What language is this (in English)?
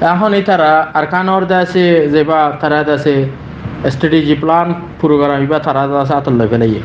Rohingya